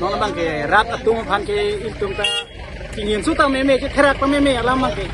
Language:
Karbi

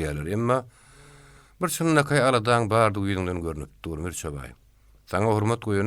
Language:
Turkmen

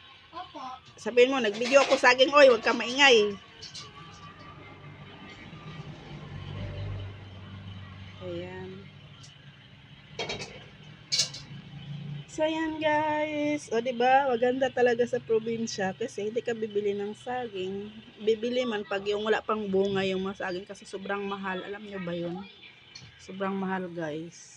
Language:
Filipino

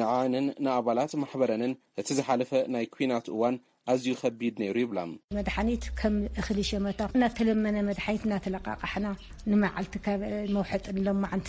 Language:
Tigrinya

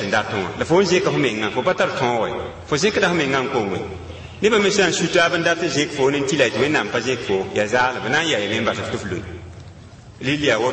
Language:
Mossi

